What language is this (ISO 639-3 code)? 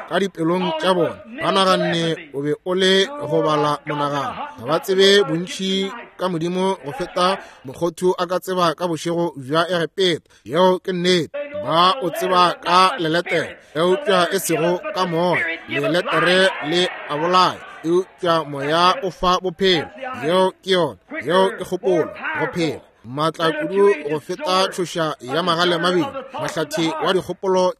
nso